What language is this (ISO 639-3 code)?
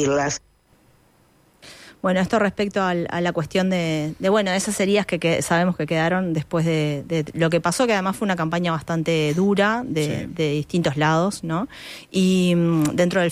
spa